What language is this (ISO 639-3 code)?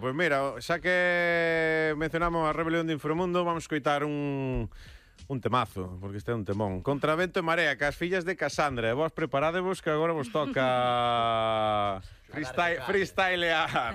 glg